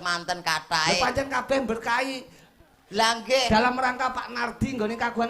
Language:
Javanese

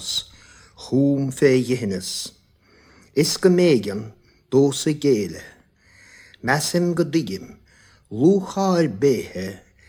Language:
Irish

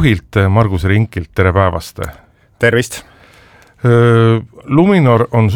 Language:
Estonian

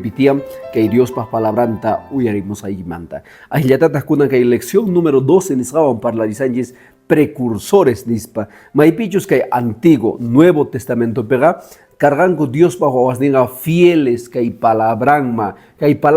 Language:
Quechua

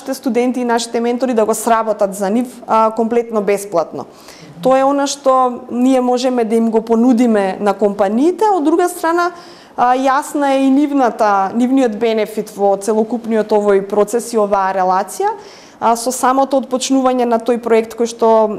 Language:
Macedonian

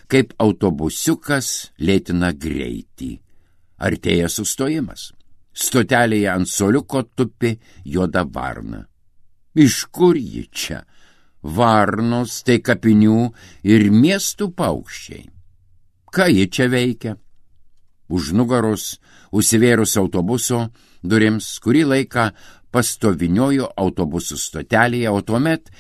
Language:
Lithuanian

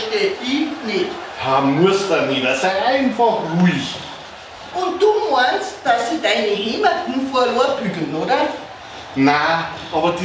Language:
Bavarian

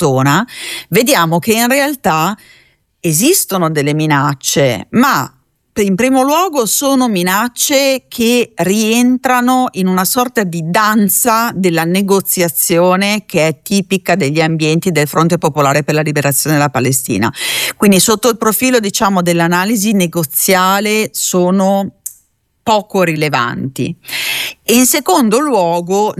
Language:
Italian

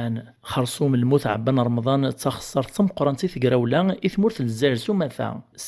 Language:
Kabyle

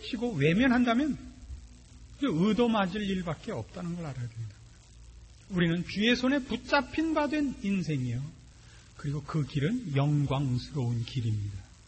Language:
Korean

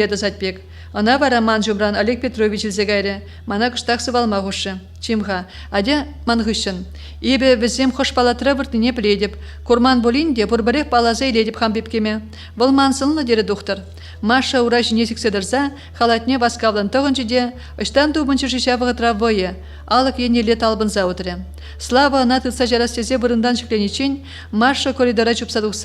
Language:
Chuvash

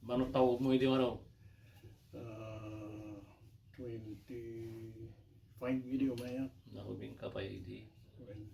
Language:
Iloko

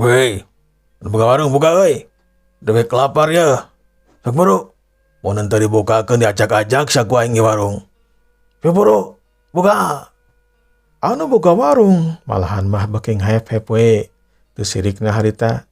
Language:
Sundanese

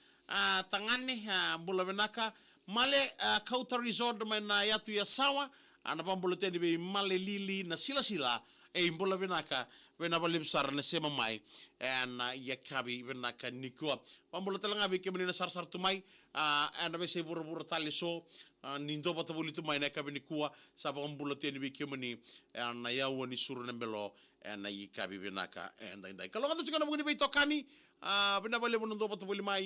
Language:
Fijian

